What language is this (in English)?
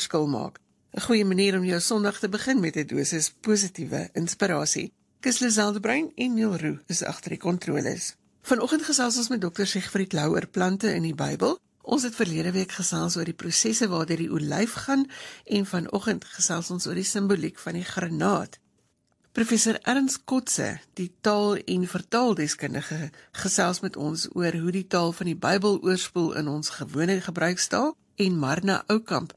Afrikaans